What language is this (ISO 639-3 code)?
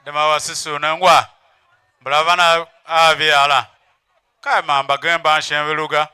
tiv